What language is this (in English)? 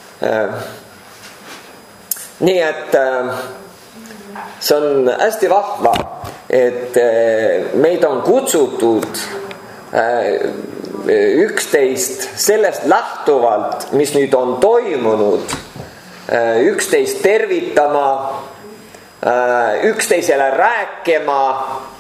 Estonian